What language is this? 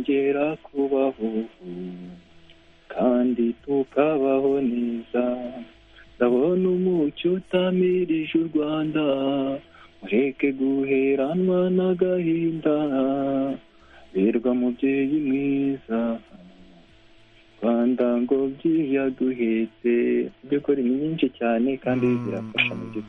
Kinyarwanda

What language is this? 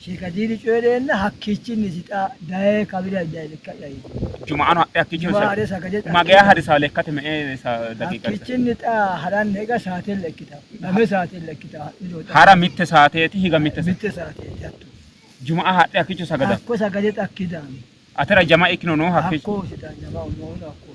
Sidamo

